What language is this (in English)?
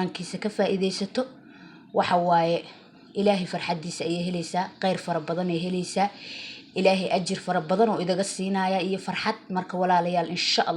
Somali